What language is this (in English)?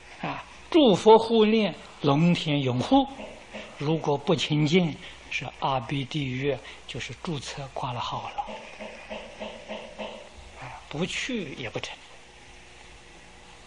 Chinese